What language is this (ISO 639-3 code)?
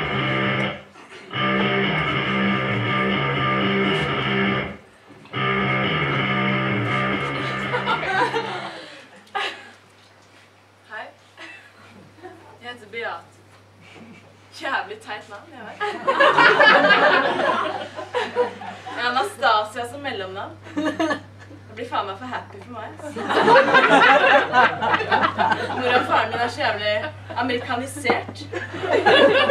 nor